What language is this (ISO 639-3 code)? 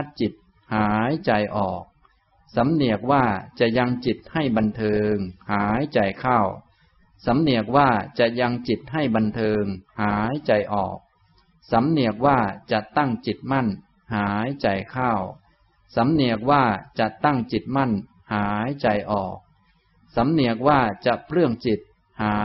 tha